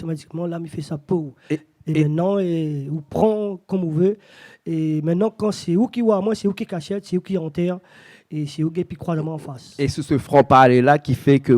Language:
Réunion Creole French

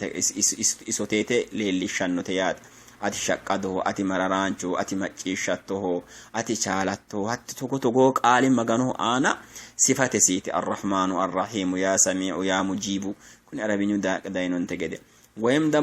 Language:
Sidamo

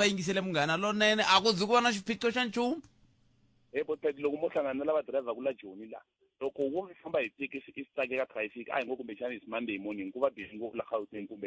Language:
Tsonga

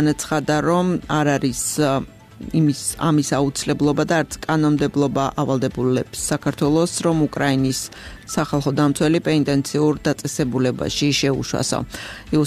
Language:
Georgian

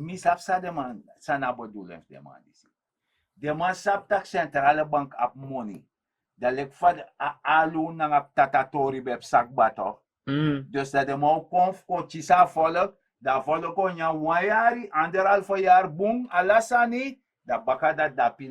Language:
Sranan Tongo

